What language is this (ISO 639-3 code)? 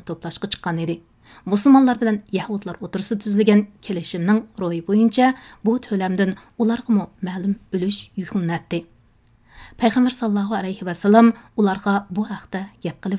uig